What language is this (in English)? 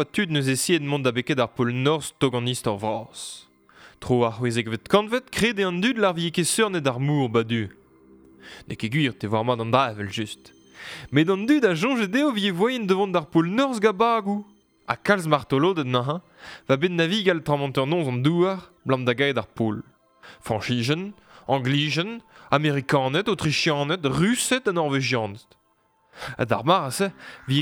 Breton